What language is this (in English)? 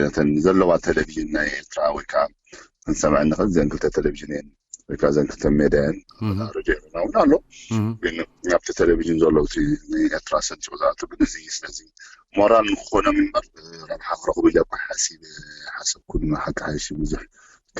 Tigrinya